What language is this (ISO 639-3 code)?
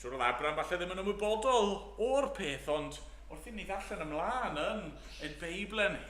cym